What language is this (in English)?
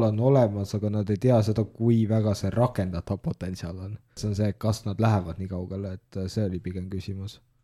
Estonian